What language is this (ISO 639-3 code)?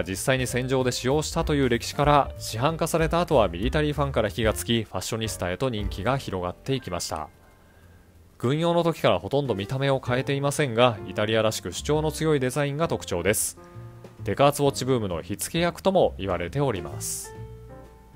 jpn